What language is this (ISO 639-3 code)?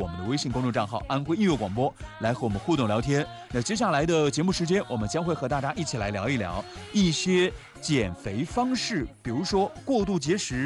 zho